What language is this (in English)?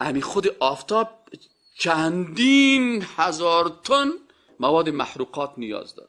Persian